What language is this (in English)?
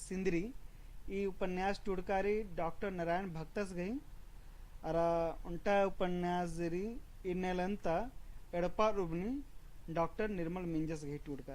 Kurukh